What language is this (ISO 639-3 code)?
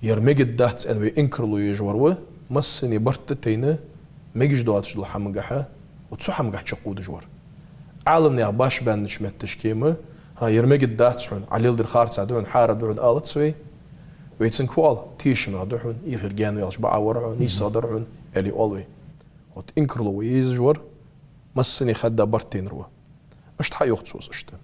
inh